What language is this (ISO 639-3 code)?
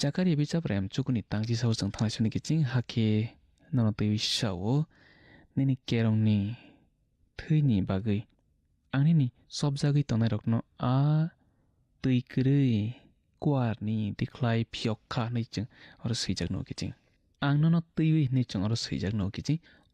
trp